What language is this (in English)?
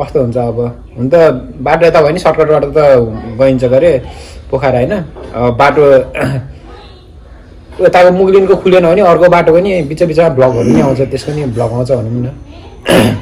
Nepali